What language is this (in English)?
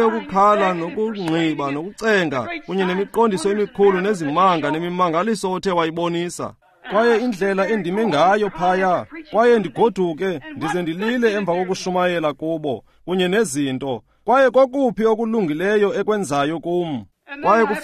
Xhosa